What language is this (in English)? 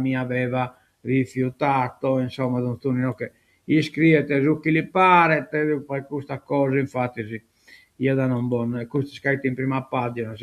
Sardinian